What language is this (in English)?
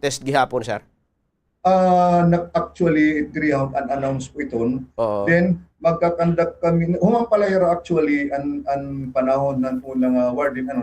Waray